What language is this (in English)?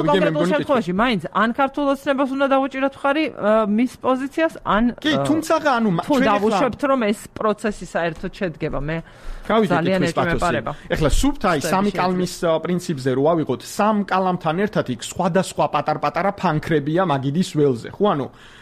Georgian